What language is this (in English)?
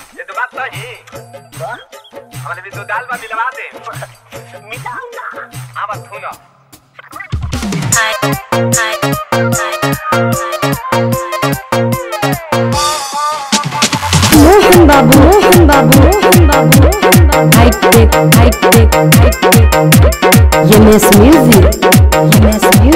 Bhojpuri